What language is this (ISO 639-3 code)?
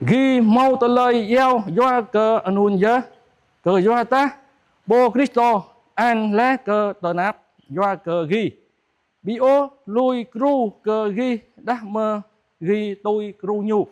jra